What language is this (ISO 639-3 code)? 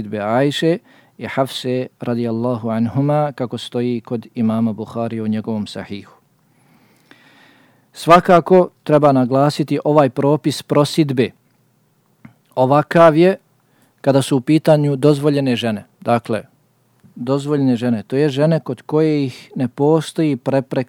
bos